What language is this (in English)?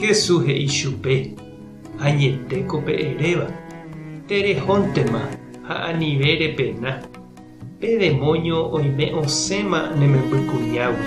Guarani